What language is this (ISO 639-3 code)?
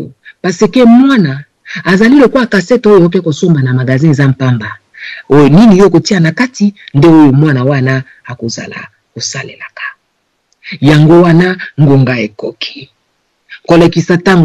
lin